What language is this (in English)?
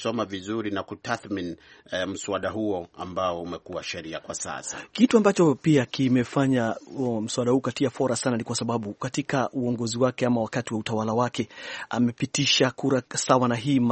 Swahili